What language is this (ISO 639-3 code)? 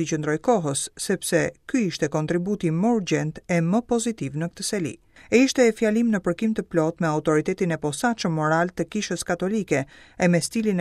sqi